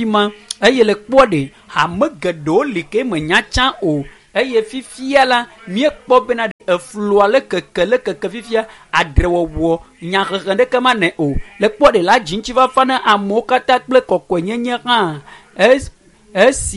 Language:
Ewe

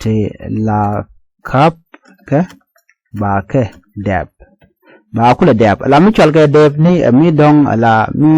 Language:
Nuer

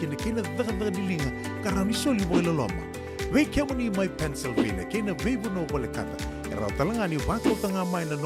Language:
Fijian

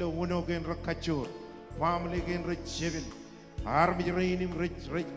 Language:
Marshallese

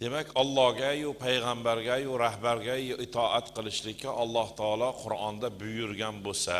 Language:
Uzbek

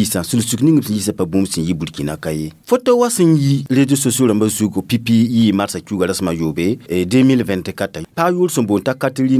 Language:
Mossi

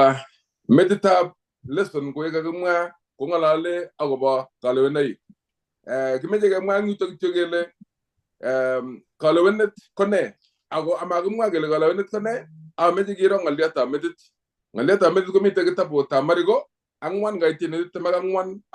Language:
Kalenjin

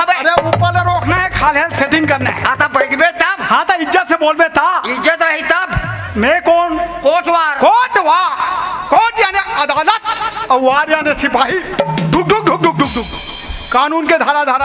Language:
Chhattisgarhi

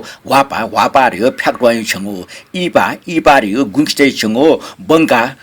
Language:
Newari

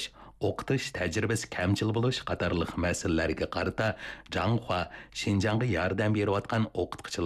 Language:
Uyghur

